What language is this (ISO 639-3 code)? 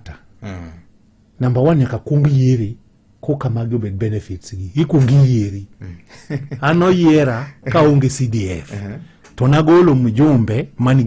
luo